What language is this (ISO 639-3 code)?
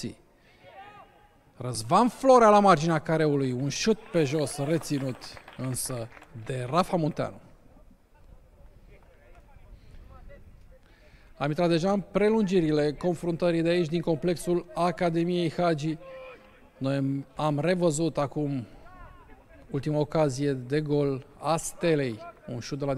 ron